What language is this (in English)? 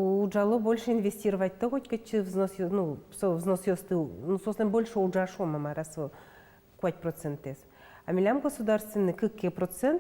Udmurt